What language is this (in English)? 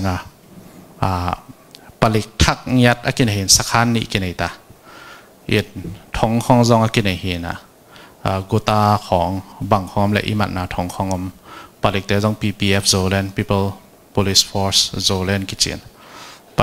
Tedim Chin